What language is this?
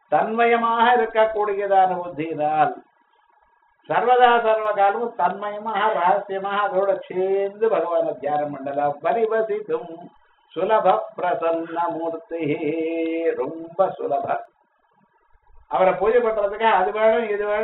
Tamil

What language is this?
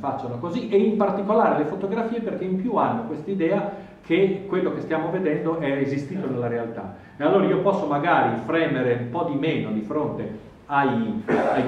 Italian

